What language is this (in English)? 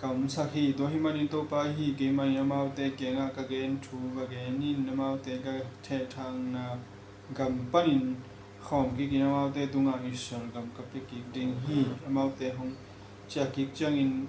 Tedim Chin